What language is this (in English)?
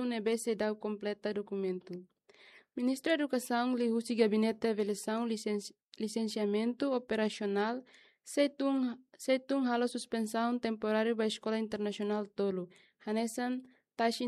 Tetum